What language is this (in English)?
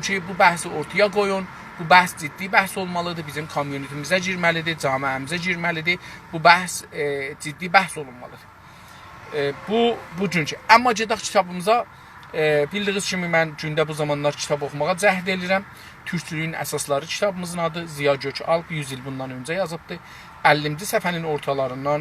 South Azerbaijani